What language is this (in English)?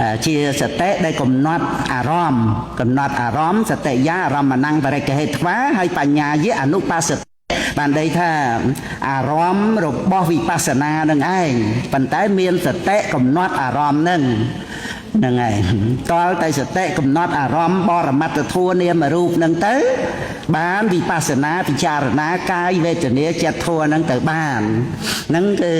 Khmer